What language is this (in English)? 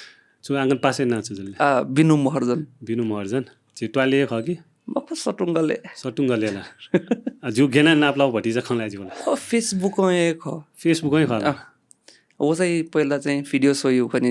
Newari